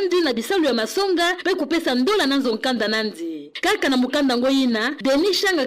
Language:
Kituba (Democratic Republic of Congo)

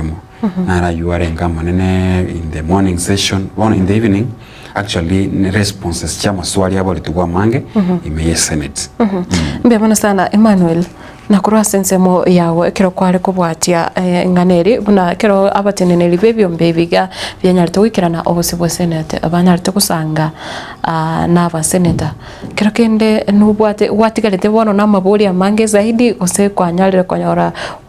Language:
Gusii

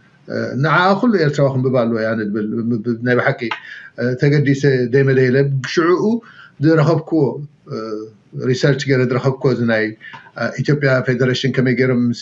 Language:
Tigrinya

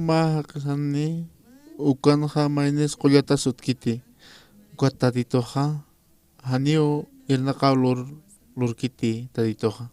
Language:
Aymara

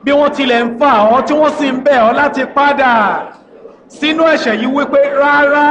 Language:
Yoruba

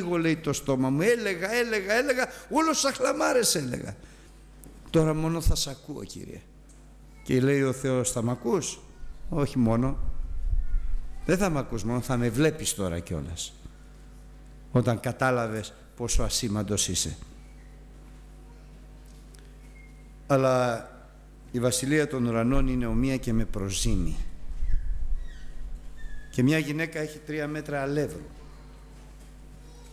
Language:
Greek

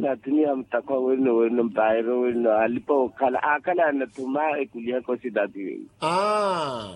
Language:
Makhuwa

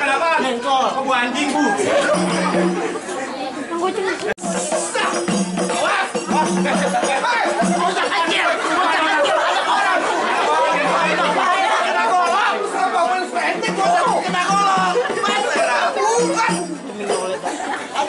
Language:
Indonesian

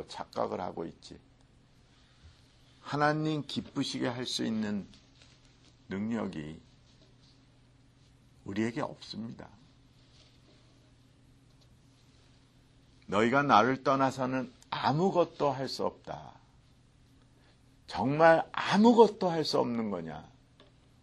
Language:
Korean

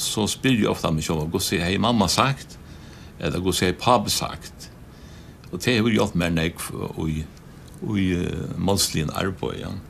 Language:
Faroese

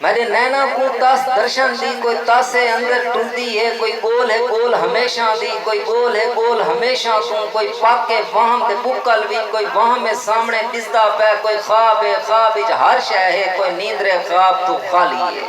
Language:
Saraiki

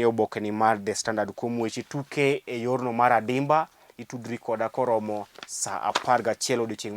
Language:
Luo (Kenya and Tanzania)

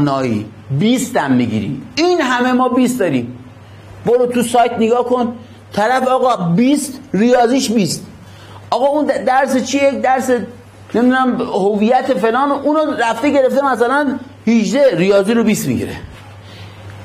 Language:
Persian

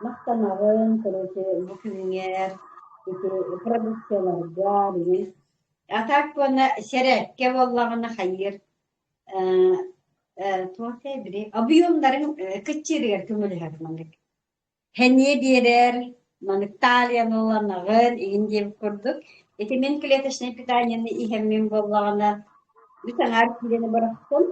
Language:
Yakut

